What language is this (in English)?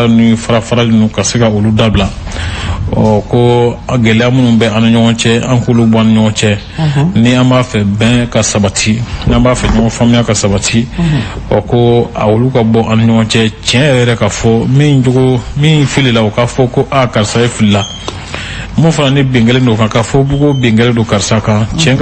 Bambara